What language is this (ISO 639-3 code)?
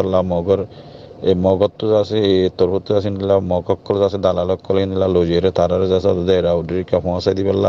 rhg